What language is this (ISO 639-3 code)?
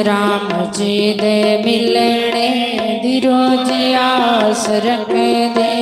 doi